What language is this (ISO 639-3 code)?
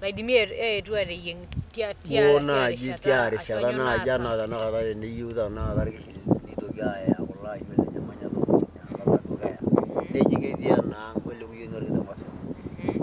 mas